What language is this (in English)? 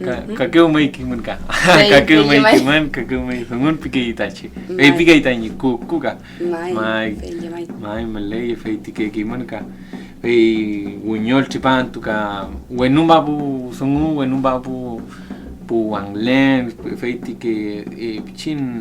Mapuche